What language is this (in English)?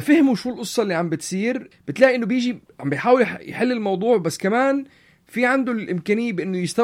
North Levantine Arabic